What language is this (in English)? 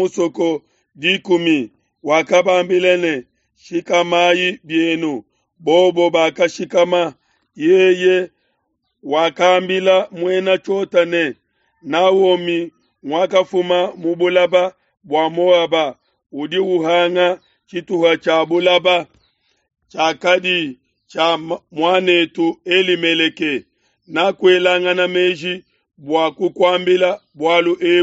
Luba-Lulua